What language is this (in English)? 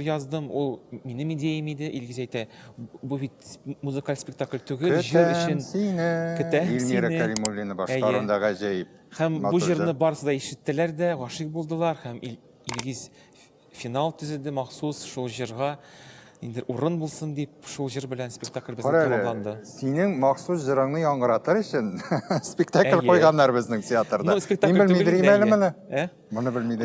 Tatar